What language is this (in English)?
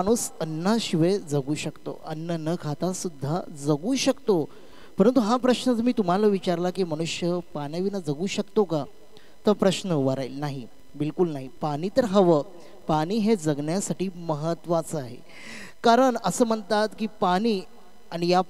Marathi